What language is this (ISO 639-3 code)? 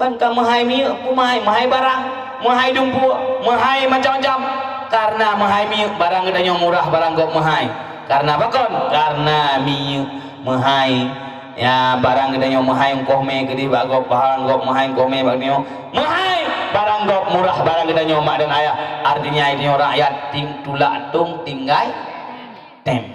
ace